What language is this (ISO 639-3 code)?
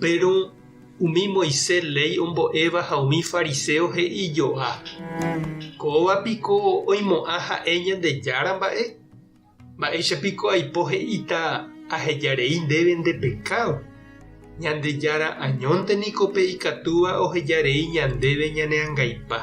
grn